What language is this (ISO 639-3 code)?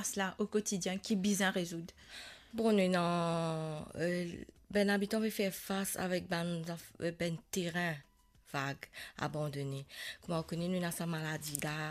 mfe